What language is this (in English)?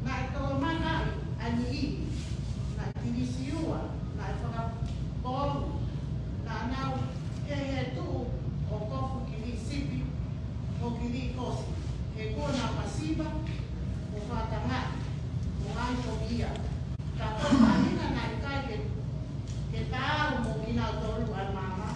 Tongan